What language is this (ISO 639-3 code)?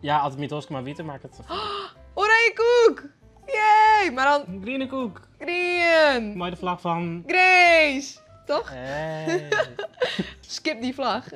fry